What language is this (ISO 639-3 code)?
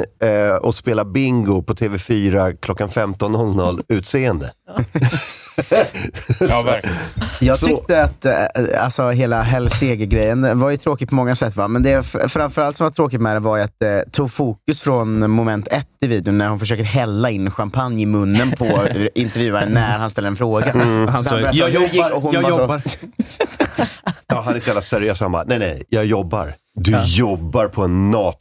swe